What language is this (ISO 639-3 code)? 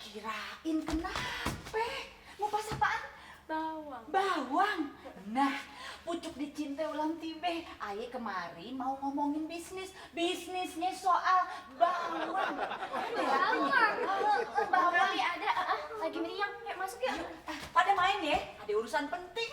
bew